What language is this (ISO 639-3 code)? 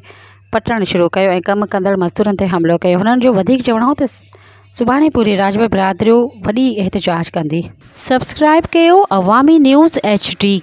snd